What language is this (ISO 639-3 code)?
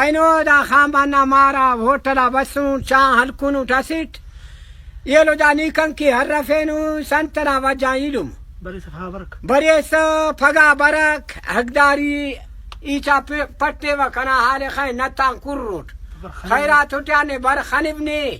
brh